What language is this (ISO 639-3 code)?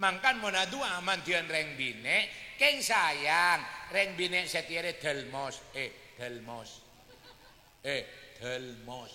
mad